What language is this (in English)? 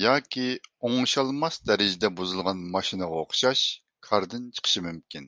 Uyghur